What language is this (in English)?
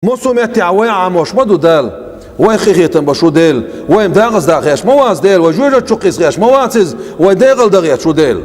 Chechen